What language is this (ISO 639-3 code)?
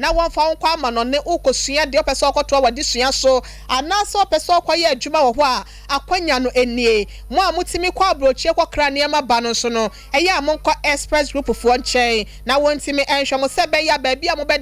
aka